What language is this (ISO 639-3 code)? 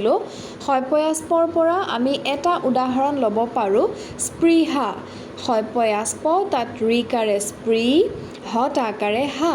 asm